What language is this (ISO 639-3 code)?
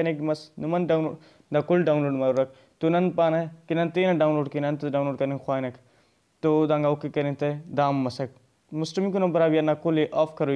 brh